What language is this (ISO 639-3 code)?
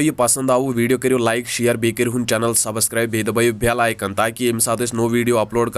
kas